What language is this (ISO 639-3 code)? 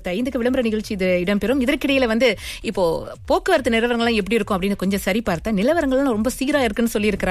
tam